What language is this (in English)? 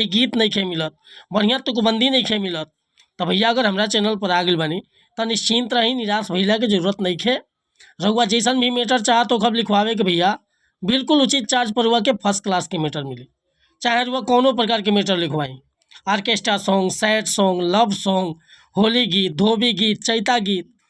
Bhojpuri